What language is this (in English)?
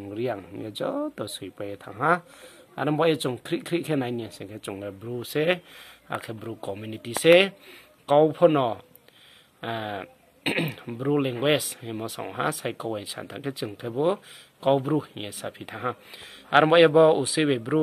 Riang (India)